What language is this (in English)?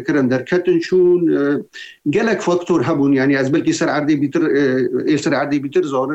Kurdish